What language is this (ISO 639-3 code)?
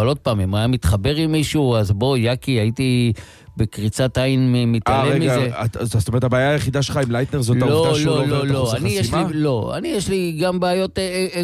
heb